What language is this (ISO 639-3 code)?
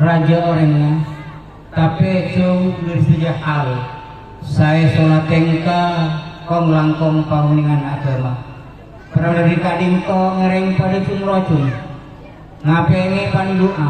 mad